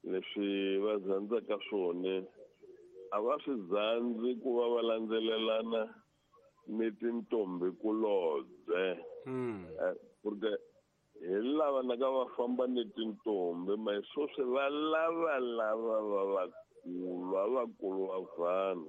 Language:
Tsonga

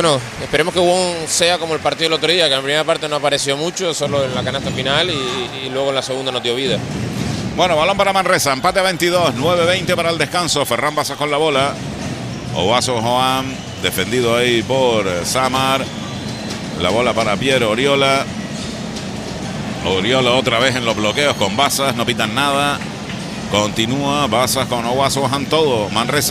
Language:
Spanish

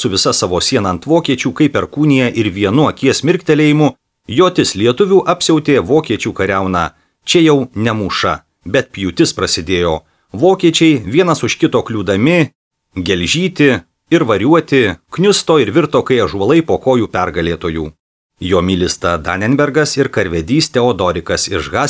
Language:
Lithuanian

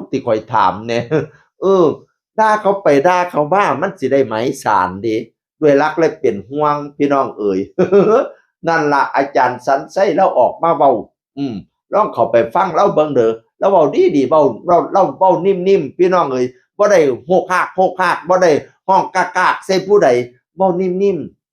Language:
Northeastern Thai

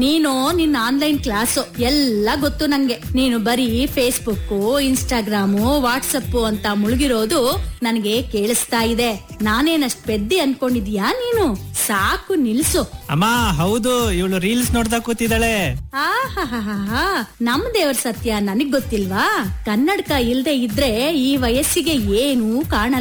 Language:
Kannada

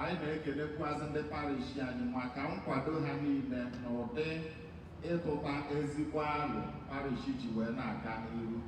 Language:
Igbo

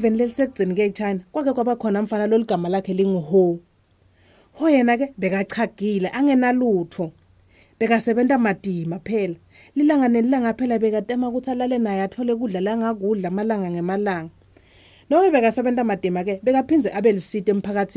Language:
Swati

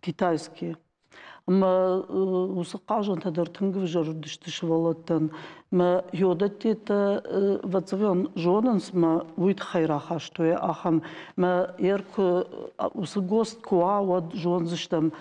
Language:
Ossetic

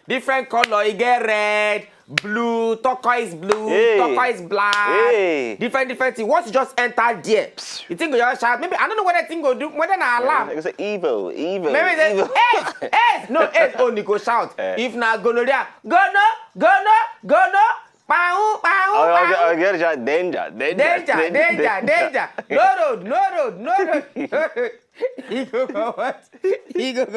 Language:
Nigerian Pidgin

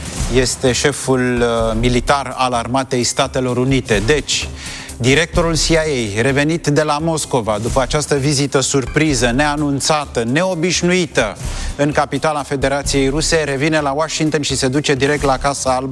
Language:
Romanian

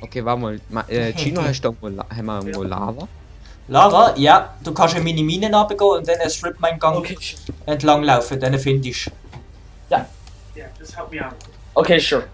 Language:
Swiss German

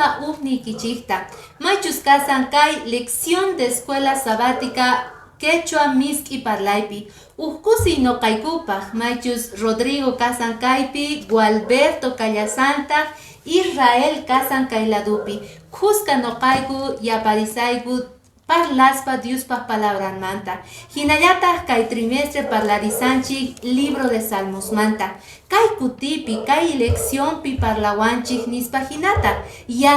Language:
Quechua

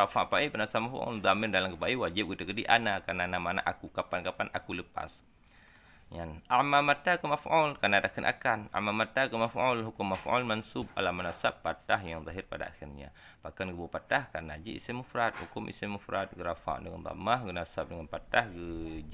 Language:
Achinese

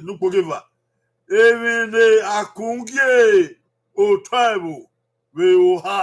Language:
Bini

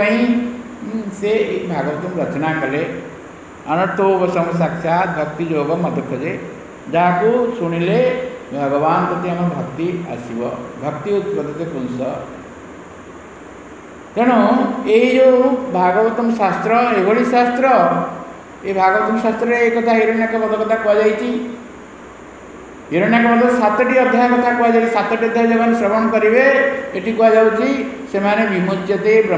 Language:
Odia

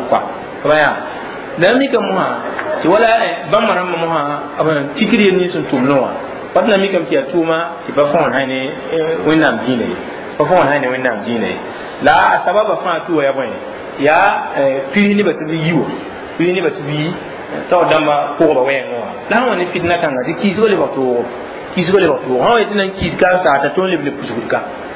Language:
Mossi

